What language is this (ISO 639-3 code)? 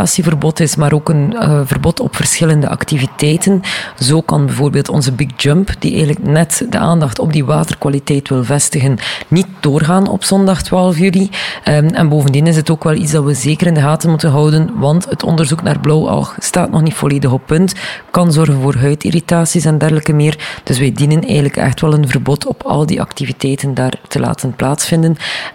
nld